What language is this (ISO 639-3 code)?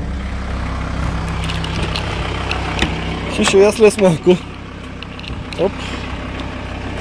bul